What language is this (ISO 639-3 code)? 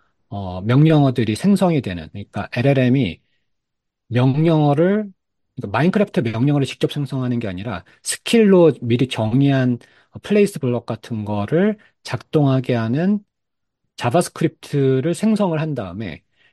kor